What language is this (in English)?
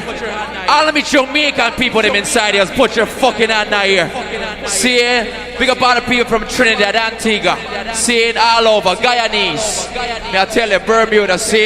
Jamaican Creole English